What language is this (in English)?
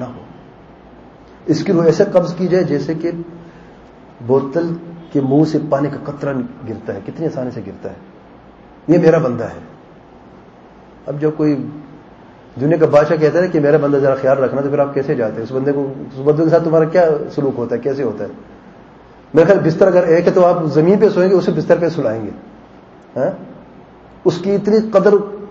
Urdu